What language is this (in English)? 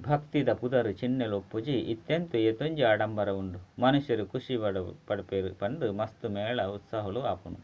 Tulu